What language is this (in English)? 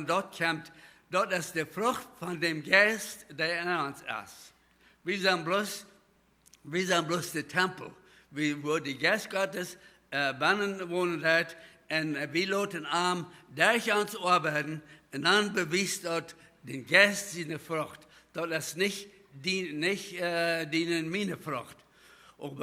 Plautdietsch